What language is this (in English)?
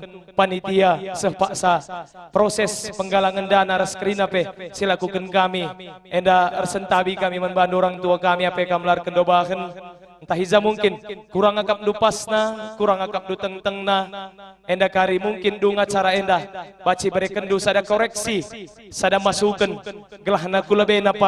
Batak Karo